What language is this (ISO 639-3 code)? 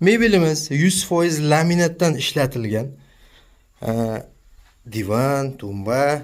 uzb